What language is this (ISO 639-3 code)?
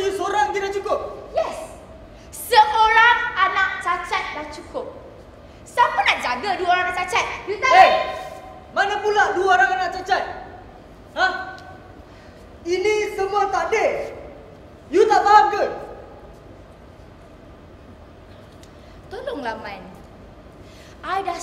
msa